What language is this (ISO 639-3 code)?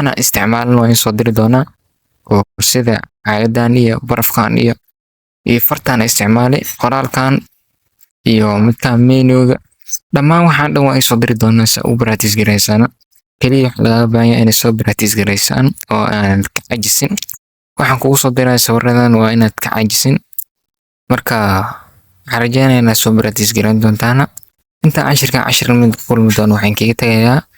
som